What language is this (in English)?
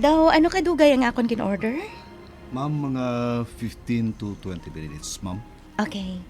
Hiligaynon